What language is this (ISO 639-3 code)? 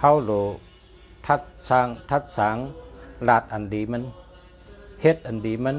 shn